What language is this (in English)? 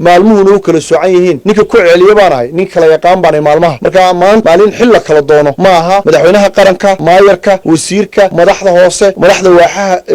Somali